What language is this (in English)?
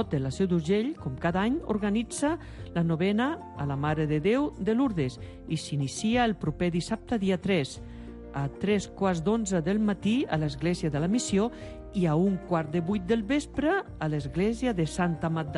Catalan